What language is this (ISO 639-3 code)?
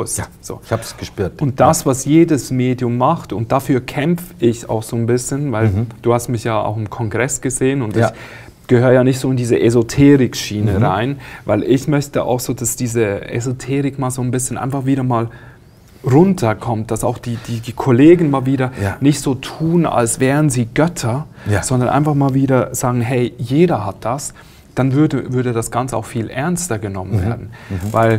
deu